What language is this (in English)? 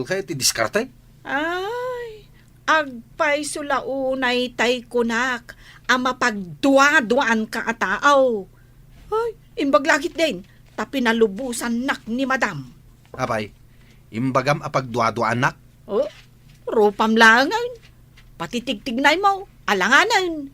Iloko